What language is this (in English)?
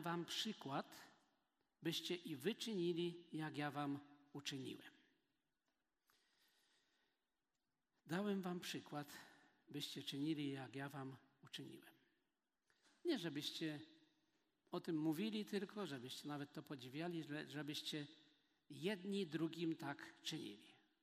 Polish